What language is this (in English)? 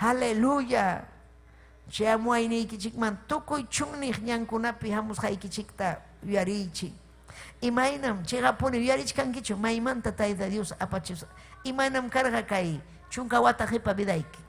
Ayacucho Quechua